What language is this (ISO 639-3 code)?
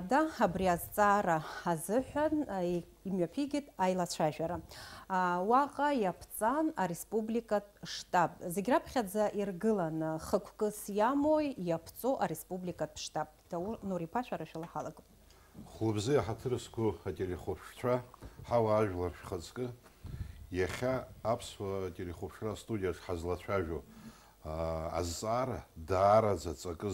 abk